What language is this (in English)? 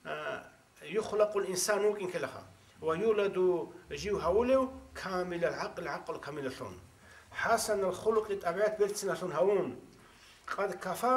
Avaric